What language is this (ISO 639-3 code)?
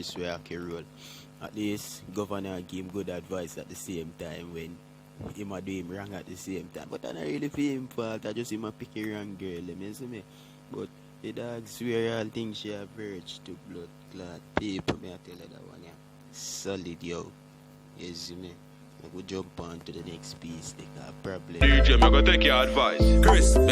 jam